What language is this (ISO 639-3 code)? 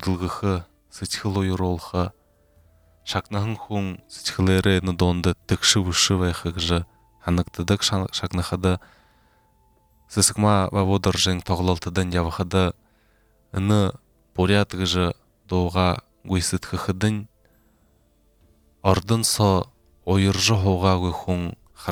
bua